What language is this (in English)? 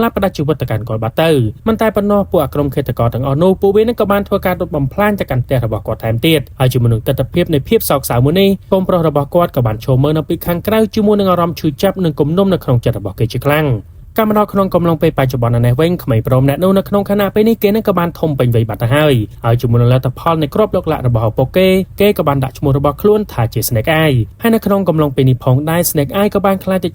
Khmer